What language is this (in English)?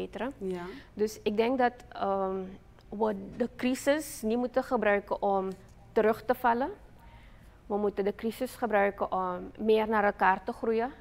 Dutch